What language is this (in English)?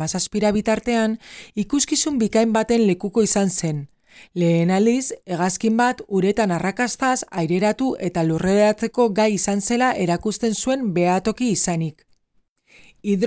Basque